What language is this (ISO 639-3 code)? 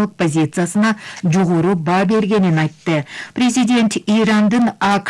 kir